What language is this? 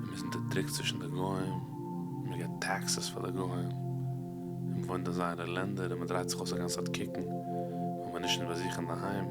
Yiddish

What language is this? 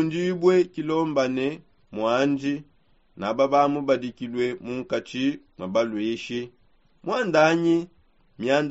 Songe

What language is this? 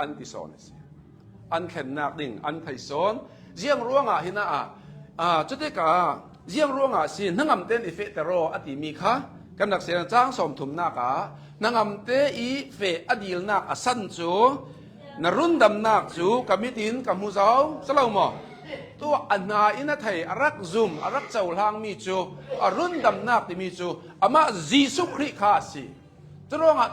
Hakha Chin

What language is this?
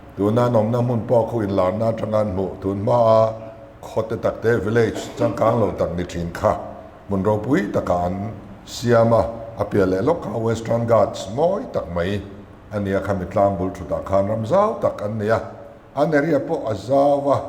Mizo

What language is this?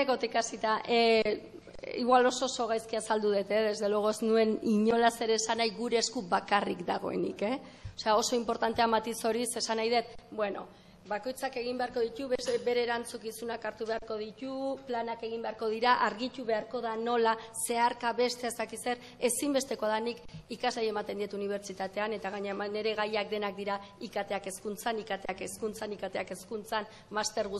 Basque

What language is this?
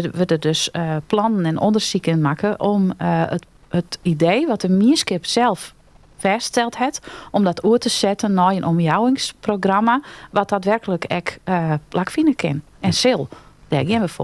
Western Frisian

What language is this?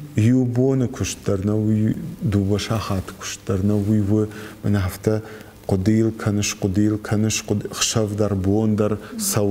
Ossetic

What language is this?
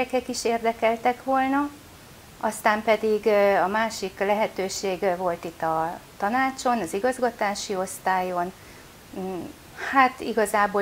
Hungarian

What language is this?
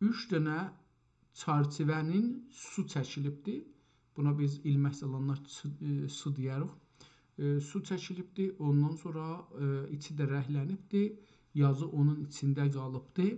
South Azerbaijani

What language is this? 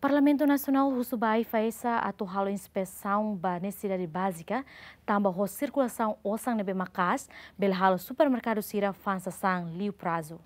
Tetum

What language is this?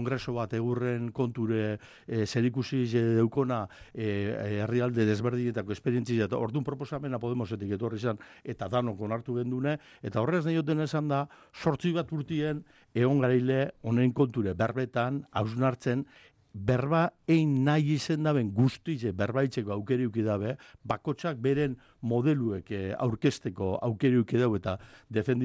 Basque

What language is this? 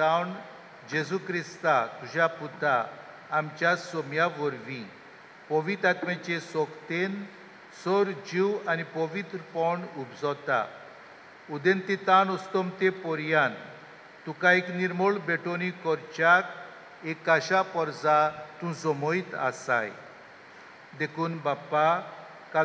Konkani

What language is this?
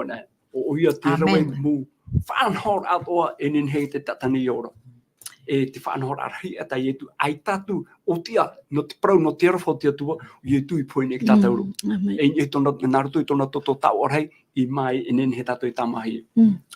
Tahitian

